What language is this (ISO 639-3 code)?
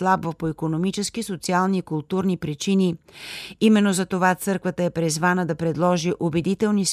bul